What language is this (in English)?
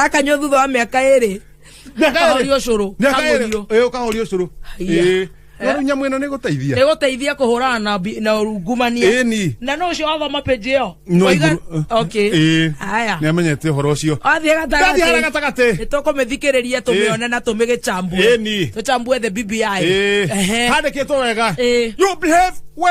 Kikuyu